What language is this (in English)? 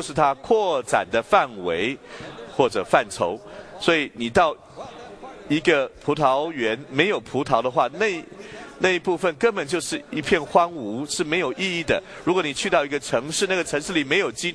Chinese